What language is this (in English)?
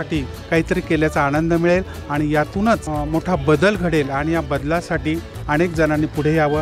Marathi